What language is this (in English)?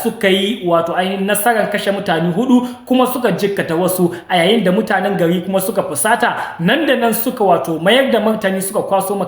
Hausa